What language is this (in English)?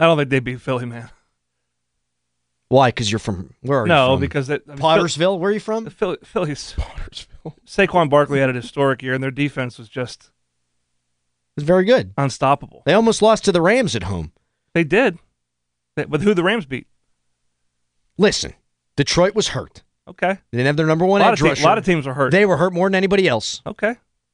English